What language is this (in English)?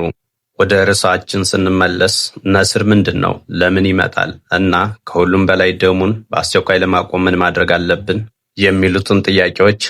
Amharic